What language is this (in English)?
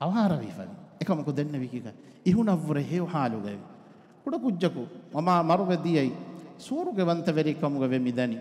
Divehi